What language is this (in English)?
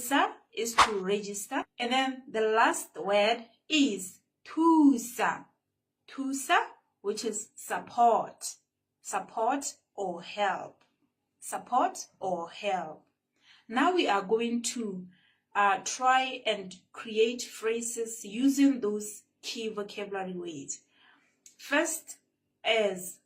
Tswana